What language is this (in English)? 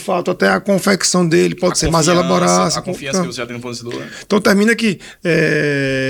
Portuguese